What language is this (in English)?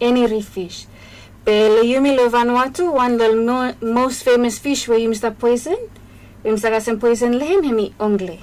Bislama